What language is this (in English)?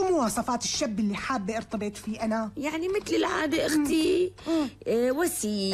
North Levantine Arabic